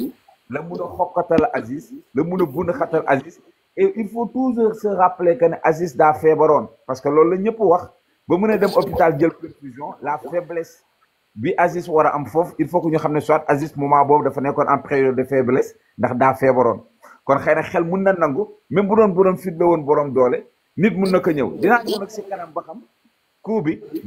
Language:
Wolof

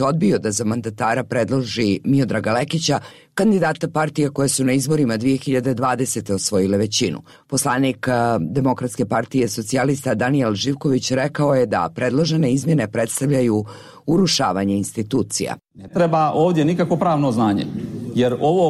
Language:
Serbian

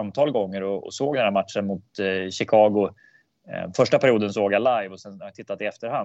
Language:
Swedish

